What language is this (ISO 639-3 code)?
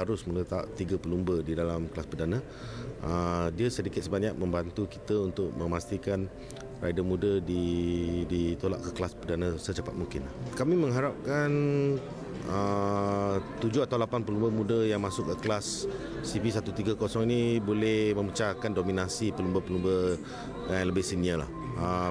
msa